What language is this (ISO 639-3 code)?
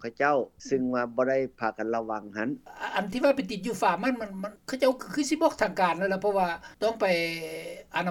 lao